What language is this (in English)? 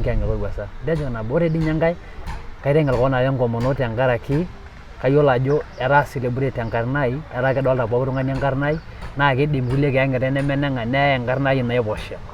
Masai